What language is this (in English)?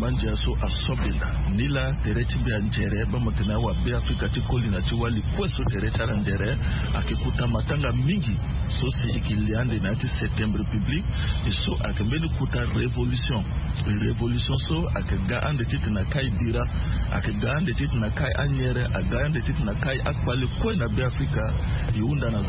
Sango